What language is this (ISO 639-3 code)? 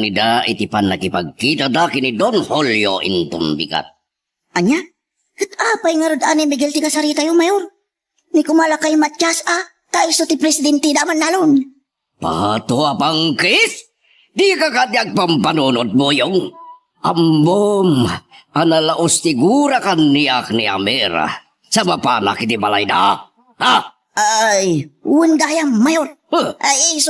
ilo